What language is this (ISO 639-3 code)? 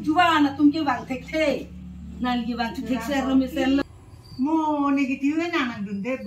mjw